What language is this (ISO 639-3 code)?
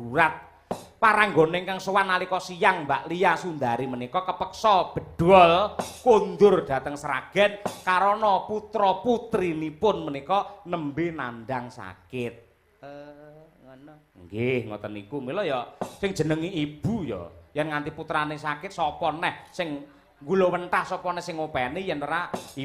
jav